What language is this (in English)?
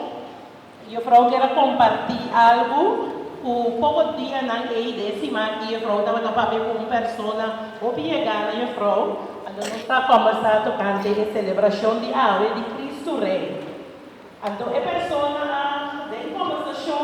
Papiamento